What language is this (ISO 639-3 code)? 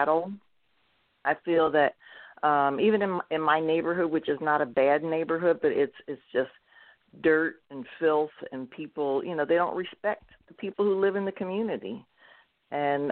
eng